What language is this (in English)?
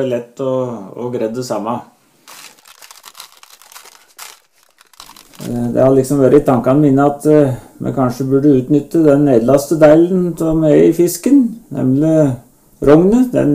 Norwegian